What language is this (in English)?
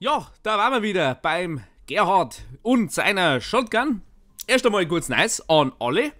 Bavarian